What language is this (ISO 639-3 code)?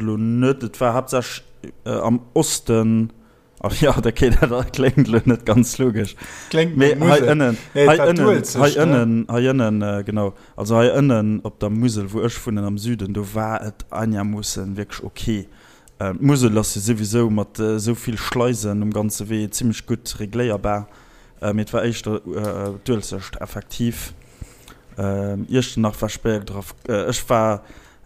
ltz